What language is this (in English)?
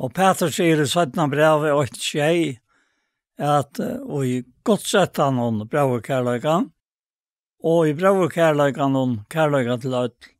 Faroese